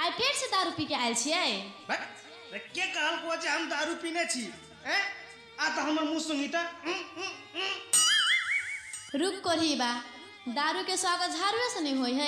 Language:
Maithili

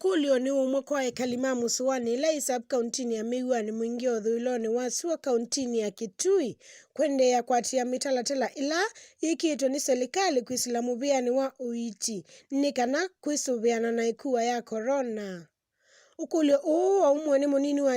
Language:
Kamba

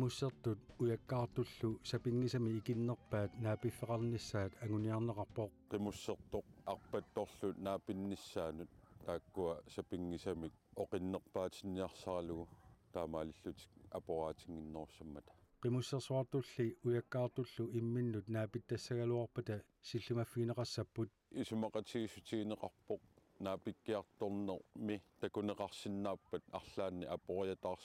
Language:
Kalaallisut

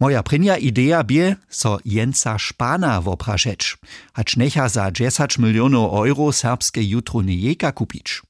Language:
Upper Sorbian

